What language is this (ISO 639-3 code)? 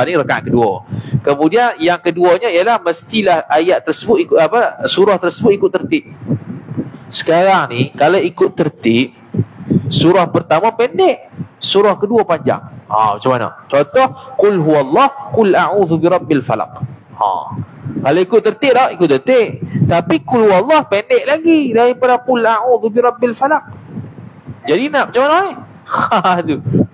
msa